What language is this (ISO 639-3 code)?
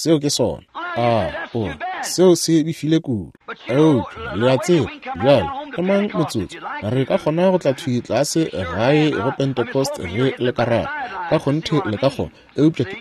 nso